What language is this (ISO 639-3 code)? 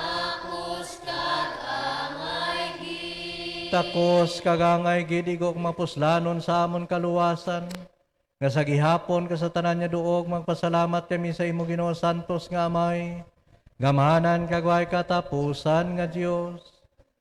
hil